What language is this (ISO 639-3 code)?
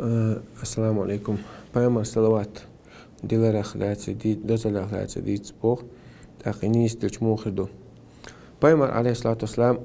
che